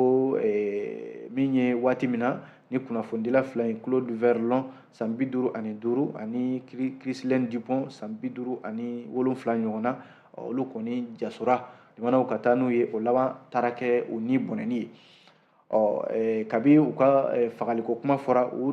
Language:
Bambara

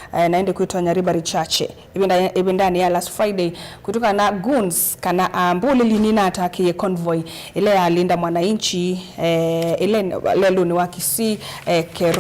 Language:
Kamba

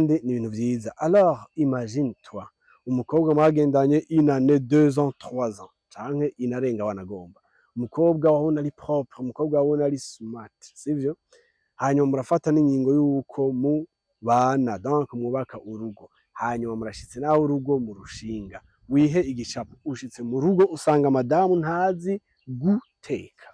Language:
Rundi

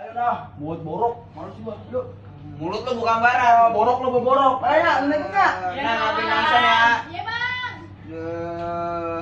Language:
Betawi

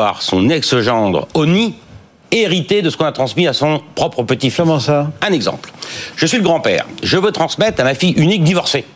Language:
French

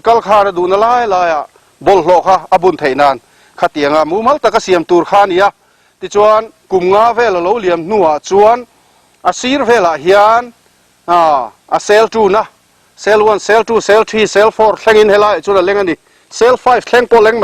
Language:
Mizo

